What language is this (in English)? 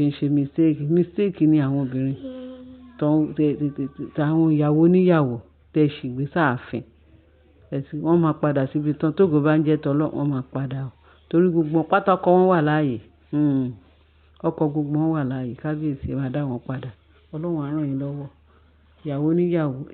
Yoruba